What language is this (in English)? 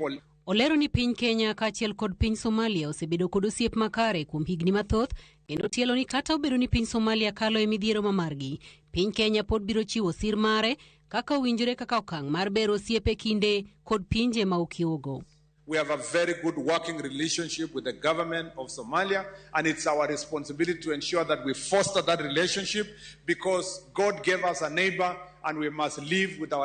Luo (Kenya and Tanzania)